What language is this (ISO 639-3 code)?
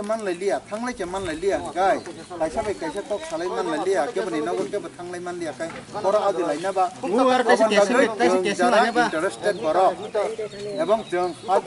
trp